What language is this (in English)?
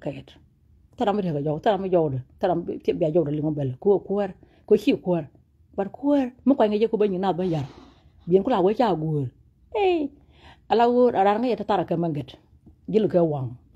Nuer